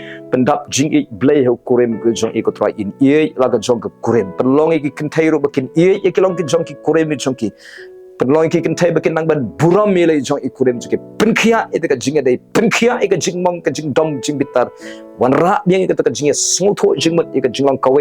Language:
Khasi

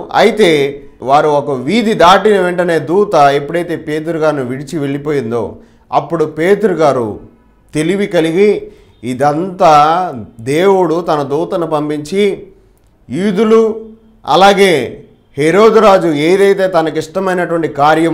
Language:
Telugu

